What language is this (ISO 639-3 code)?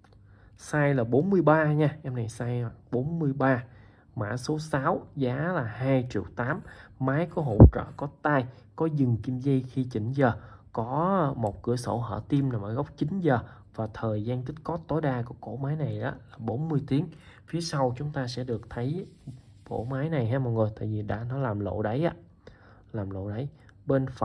vie